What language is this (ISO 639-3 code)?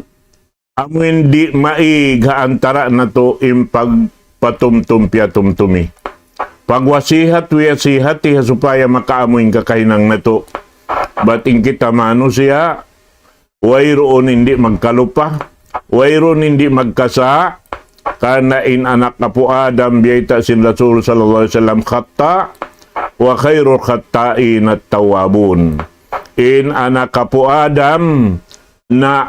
tsg